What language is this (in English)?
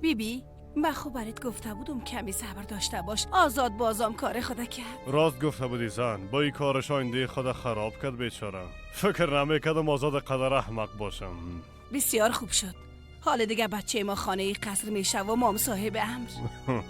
Persian